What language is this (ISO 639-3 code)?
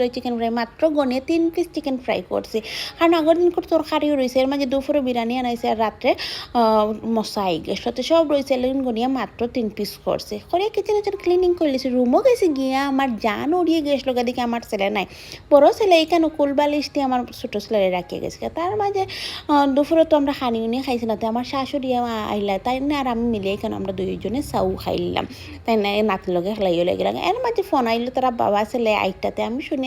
syl